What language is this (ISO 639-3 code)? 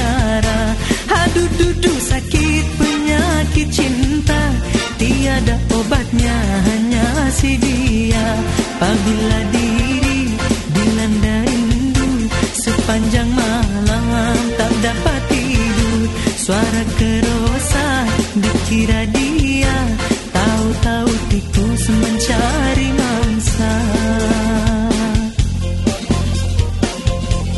msa